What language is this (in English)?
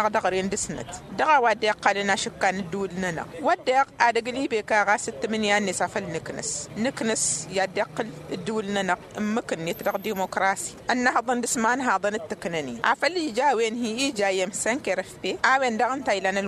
Tamasheq